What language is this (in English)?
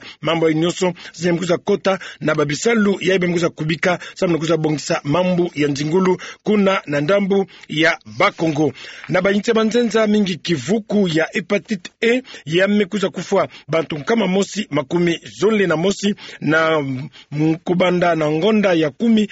Kituba (Democratic Republic of Congo)